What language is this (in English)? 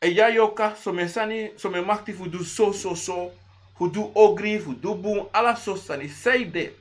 Sranan Tongo